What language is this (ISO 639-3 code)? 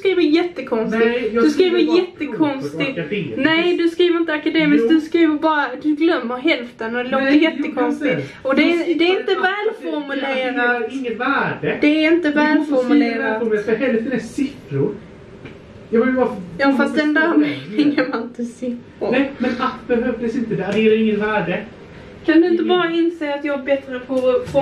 swe